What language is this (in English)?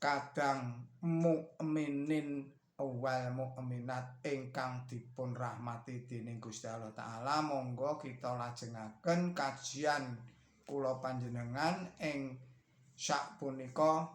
Javanese